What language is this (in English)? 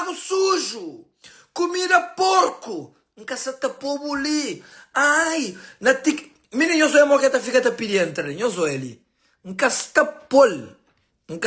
Kabuverdianu